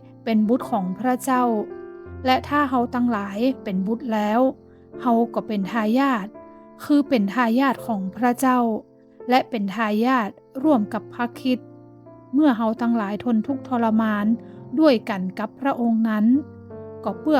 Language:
Northern Thai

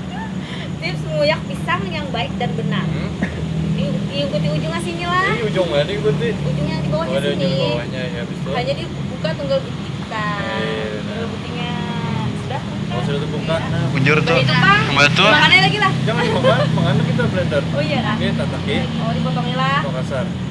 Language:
Banjar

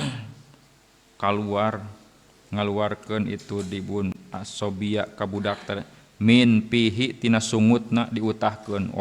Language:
Sundanese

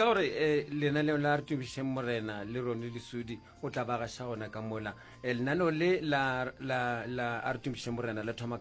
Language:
Northern Sotho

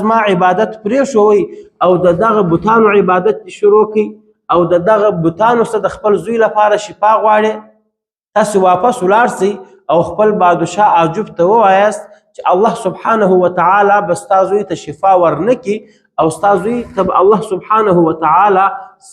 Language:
Pashto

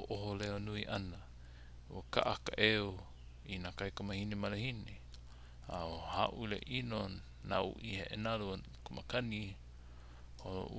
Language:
Hawaiian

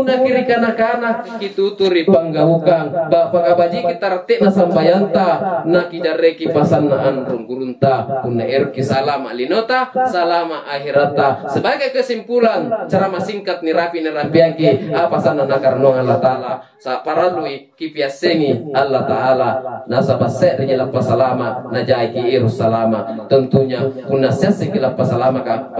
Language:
Makasar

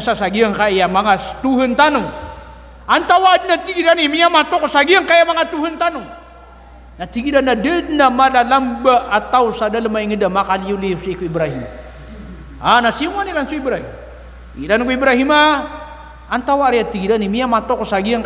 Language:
Maranao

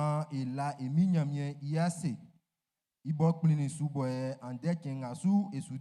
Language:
Baoulé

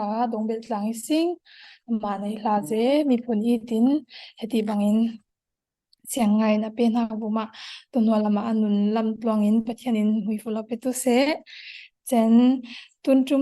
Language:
Falam Chin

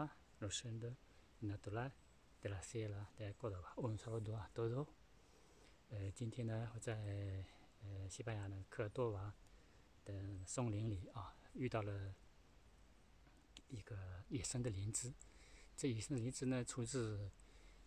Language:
Chinese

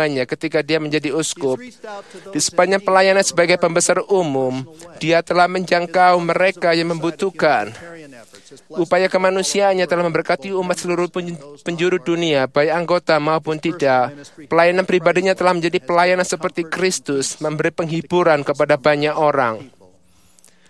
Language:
Indonesian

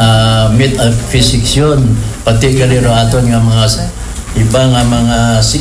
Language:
Aklanon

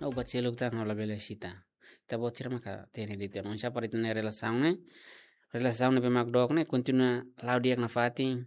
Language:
Tetum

